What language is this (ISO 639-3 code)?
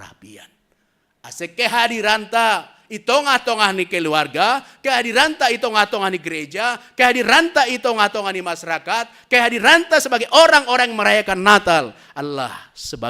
bts